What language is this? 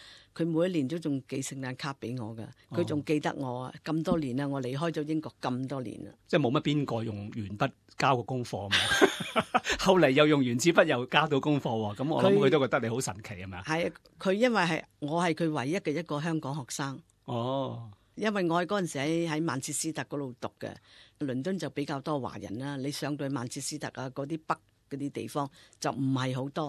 Cantonese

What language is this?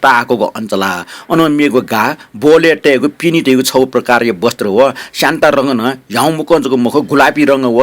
Newari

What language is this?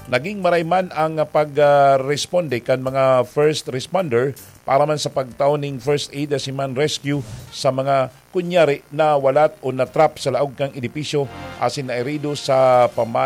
Bikol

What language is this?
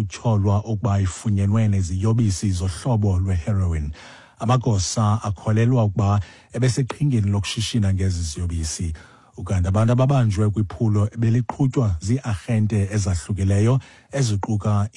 Xhosa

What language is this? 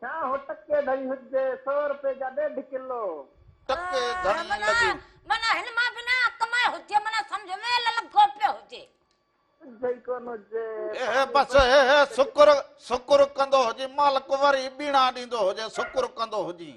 Sindhi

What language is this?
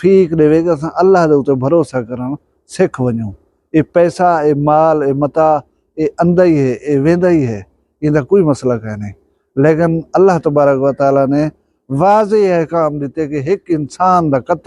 Saraiki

